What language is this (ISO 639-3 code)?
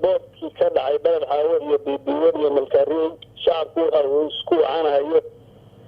som